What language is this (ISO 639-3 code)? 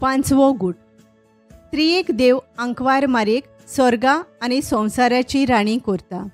kok